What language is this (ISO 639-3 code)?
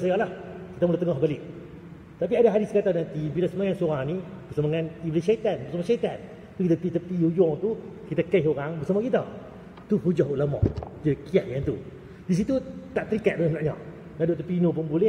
msa